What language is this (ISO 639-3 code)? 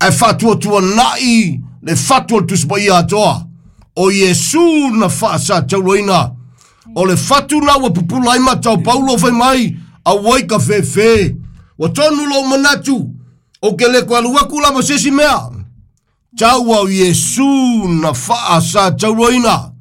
smo